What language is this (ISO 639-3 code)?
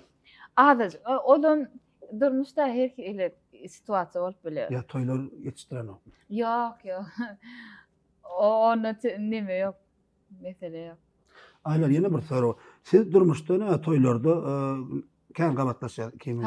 tuk